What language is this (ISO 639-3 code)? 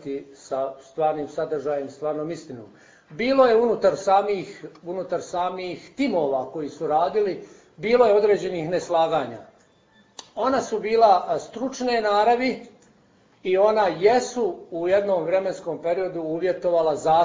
bos